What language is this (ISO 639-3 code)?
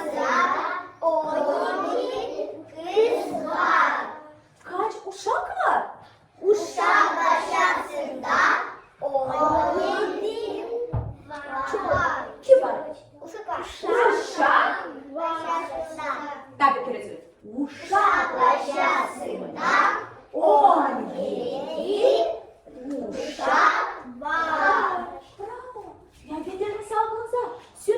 gag